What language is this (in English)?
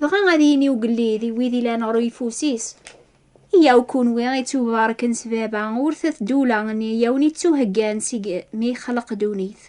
Kabyle